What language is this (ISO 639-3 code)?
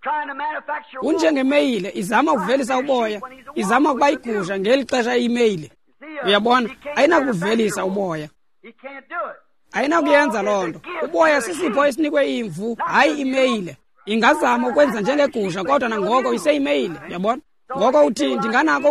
xho